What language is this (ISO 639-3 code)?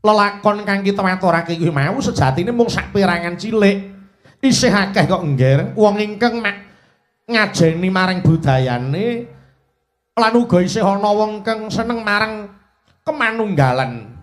jav